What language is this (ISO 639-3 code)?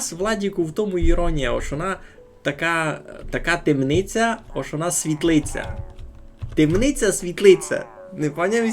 rue